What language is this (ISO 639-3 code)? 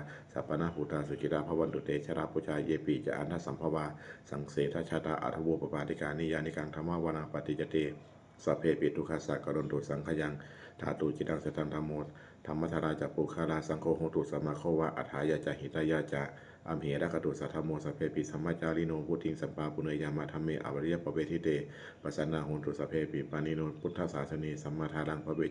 pli